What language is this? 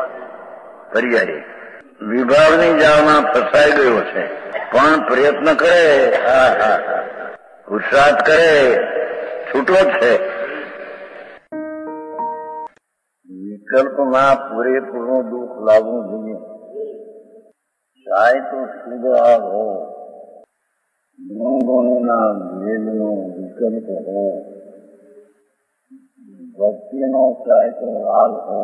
Gujarati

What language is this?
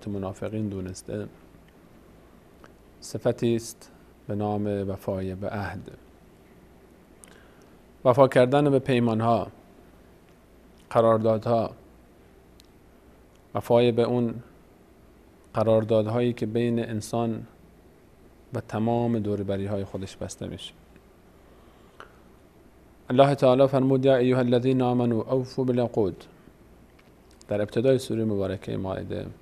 Persian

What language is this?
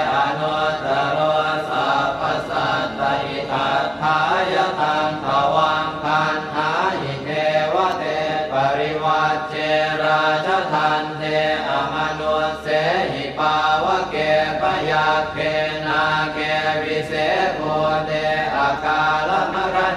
Pali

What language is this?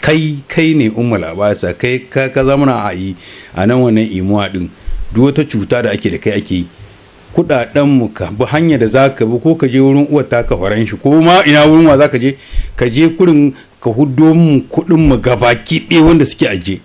Hausa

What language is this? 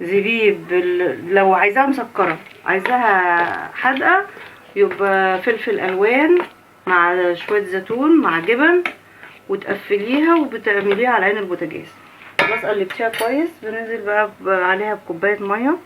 Egyptian Arabic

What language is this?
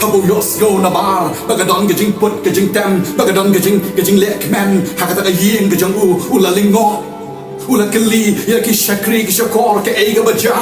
Khasi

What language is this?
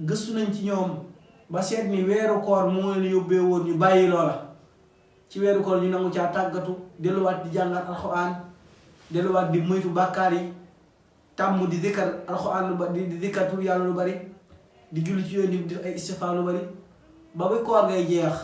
Wolof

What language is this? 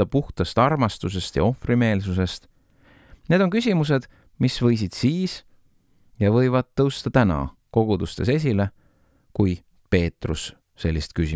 Estonian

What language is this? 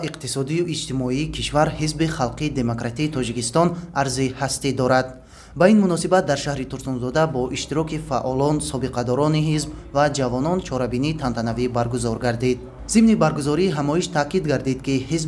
Tajik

